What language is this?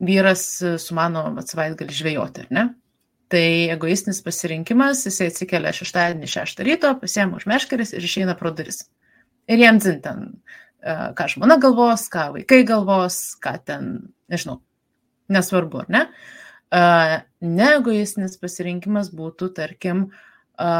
Lithuanian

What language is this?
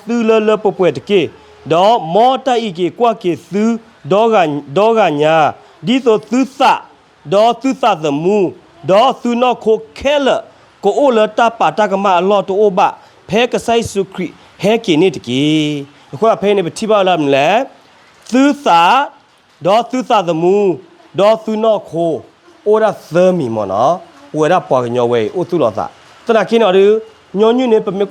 S'gaw Karen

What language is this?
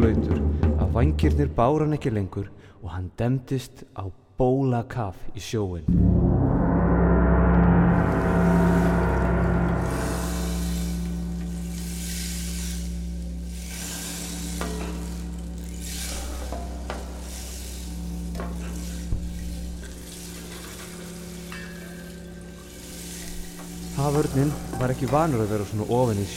Icelandic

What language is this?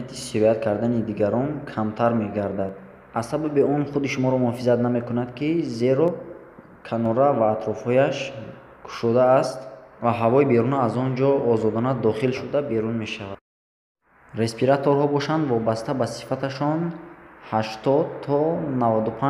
Tajik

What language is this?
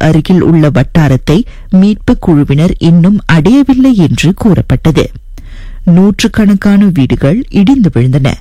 Tamil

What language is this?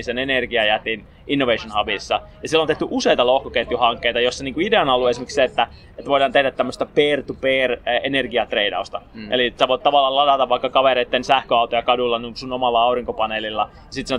Finnish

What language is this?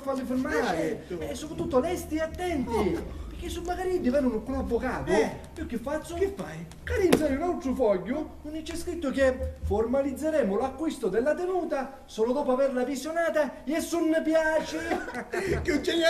Sicilian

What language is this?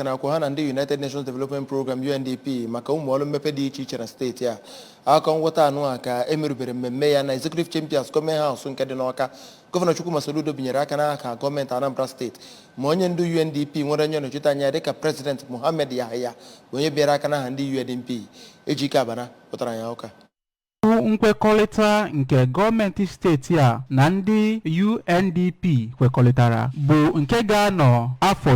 Igbo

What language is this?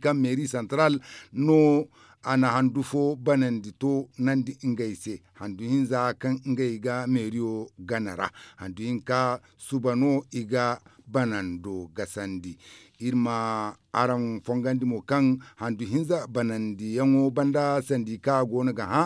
Zarma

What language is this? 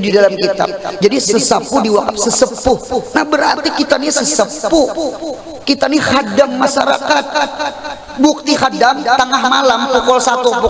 Banjar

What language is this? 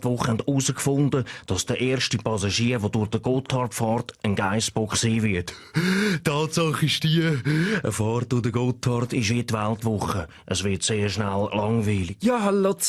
Swiss German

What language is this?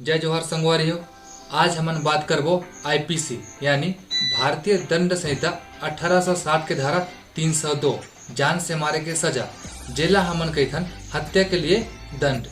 Chhattisgarhi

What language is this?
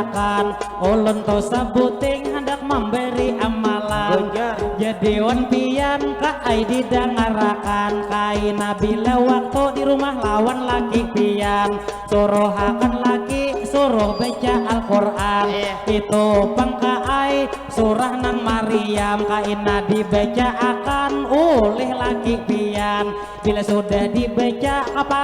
Banjar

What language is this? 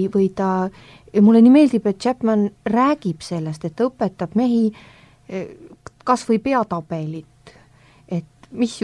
Estonian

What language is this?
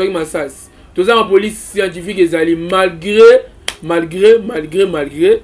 Lingala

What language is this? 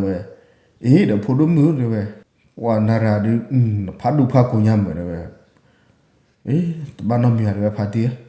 S'gaw Karen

